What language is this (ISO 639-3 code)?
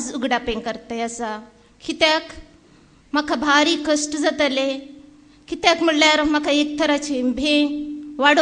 kok